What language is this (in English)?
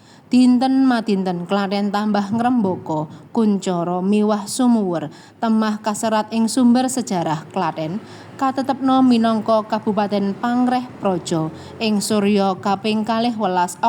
Javanese